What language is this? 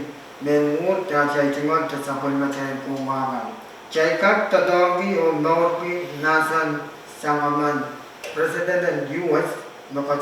Pohnpeian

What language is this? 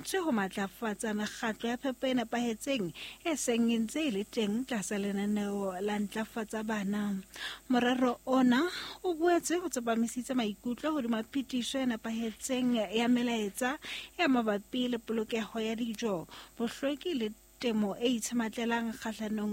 Southern Sotho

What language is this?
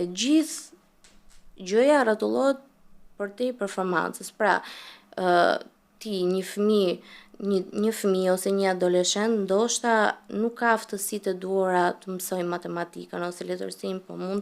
Albanian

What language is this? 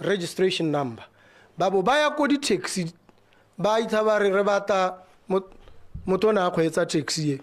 Tswana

